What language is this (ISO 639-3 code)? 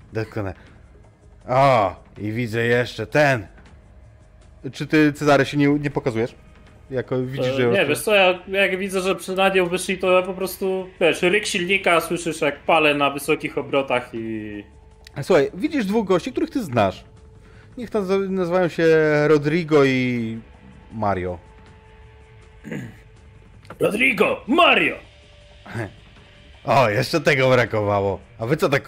pol